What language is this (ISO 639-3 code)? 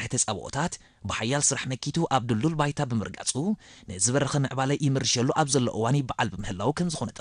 tir